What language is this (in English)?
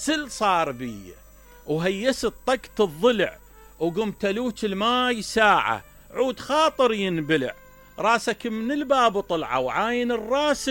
Mesopotamian Arabic